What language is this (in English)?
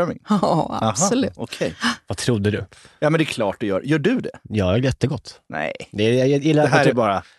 Swedish